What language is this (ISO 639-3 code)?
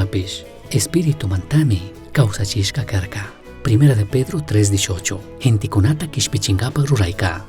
qug